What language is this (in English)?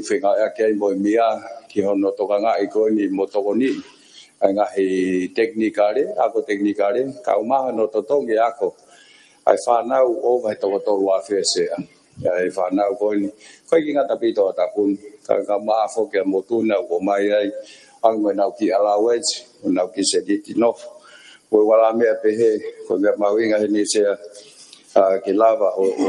Tongan